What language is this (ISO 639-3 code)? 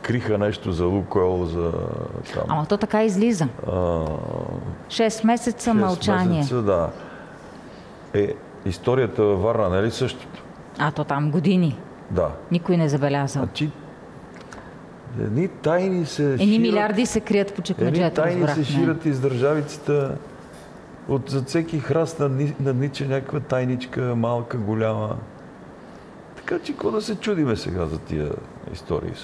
bul